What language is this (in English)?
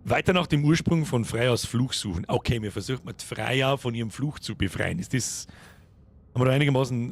Bavarian